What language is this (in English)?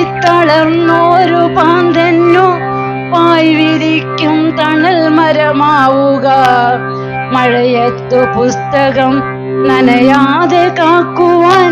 Malayalam